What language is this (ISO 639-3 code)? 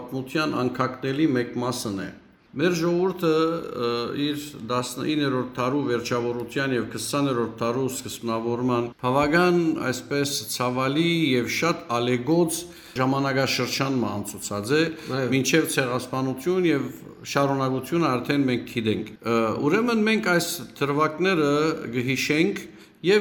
hyw